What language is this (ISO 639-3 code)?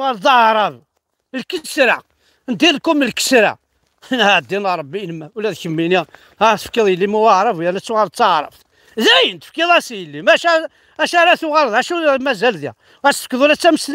kab